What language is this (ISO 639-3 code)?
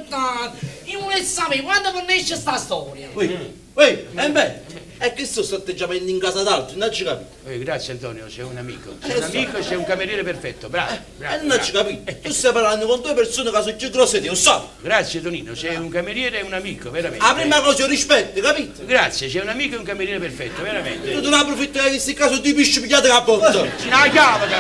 nap